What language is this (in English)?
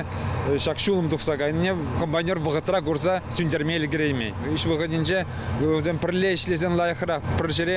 Chuvash